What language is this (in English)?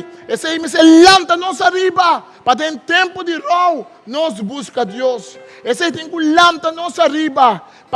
Papiamento